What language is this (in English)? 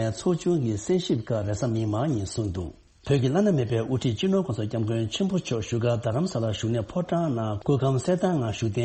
Tibetan